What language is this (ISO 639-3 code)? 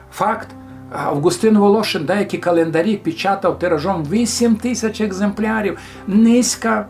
rue